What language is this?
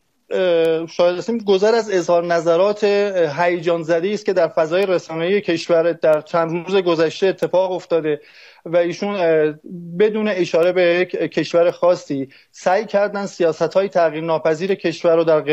Persian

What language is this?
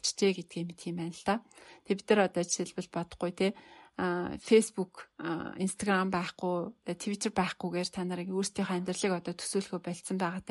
Mongolian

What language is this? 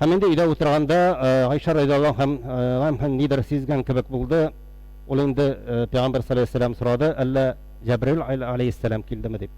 Tatar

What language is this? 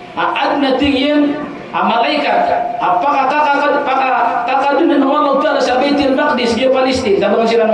Maranao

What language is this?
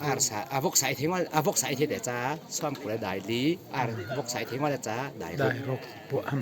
Hakha Chin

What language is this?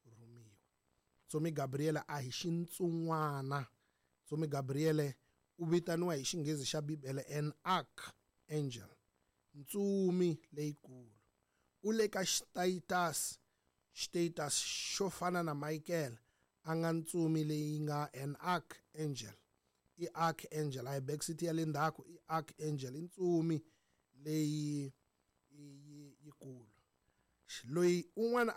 Tsonga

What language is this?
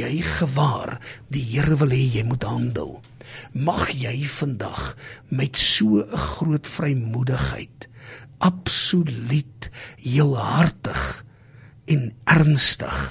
Afrikaans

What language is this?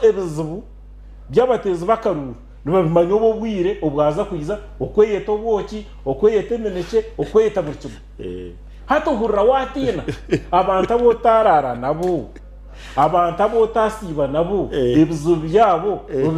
Nyankole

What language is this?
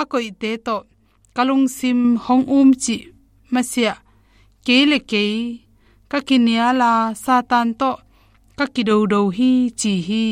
Tedim Chin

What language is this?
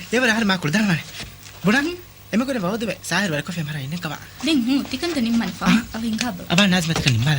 Divehi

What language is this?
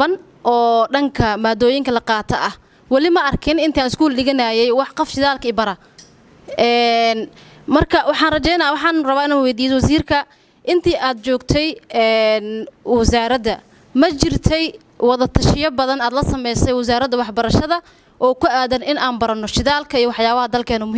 Somali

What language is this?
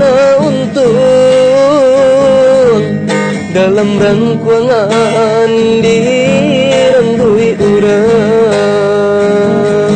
Minangkabau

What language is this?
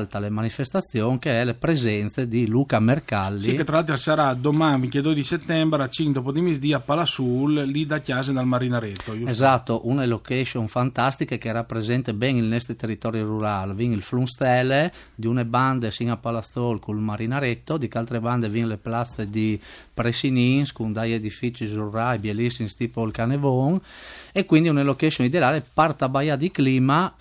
Friulian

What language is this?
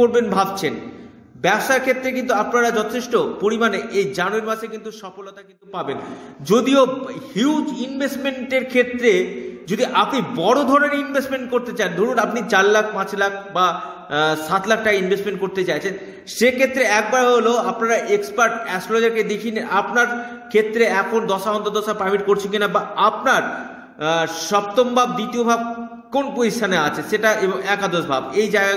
Bangla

